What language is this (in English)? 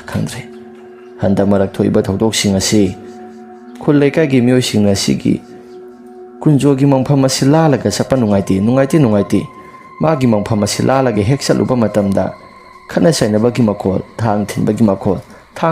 Manipuri